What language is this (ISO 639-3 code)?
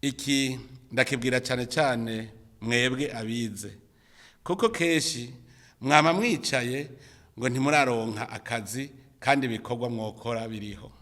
run